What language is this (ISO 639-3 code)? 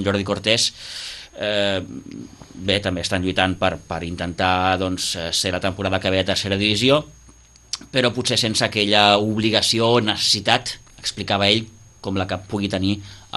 cat